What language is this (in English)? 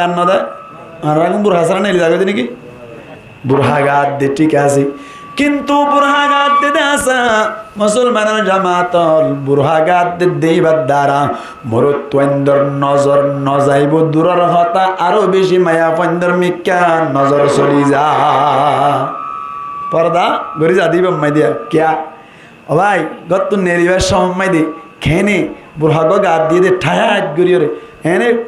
Rohingya